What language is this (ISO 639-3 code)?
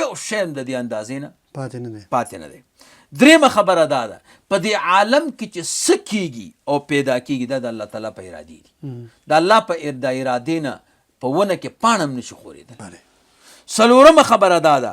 pus